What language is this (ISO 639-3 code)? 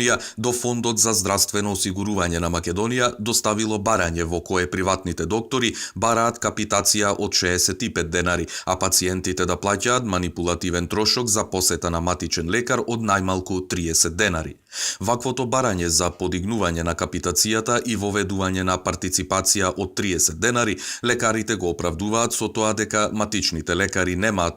mkd